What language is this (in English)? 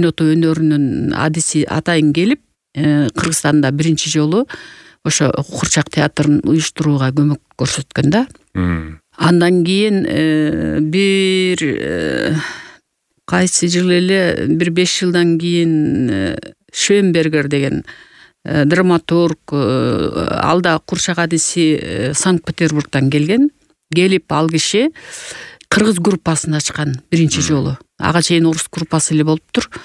Kyrgyz